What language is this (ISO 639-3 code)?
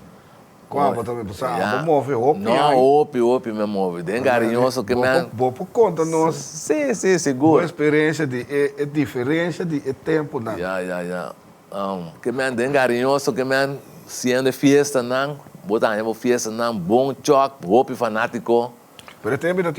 pap